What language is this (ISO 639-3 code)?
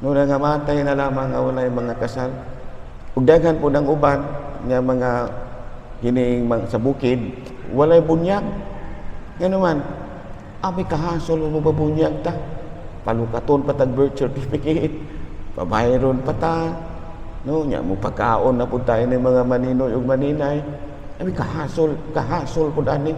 ceb